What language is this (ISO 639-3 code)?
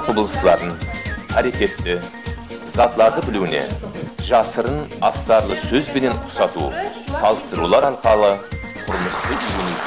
kaa